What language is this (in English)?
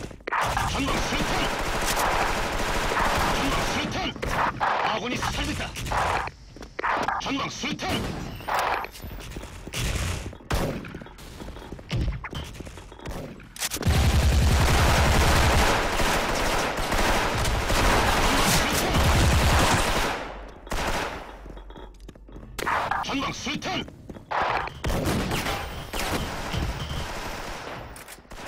Korean